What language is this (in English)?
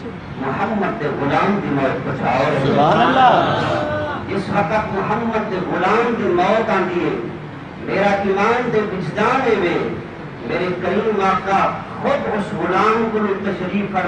Saraiki